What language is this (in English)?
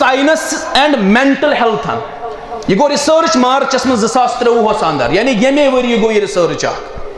Kashmiri